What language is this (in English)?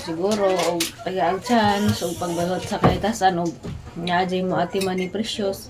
Cebuano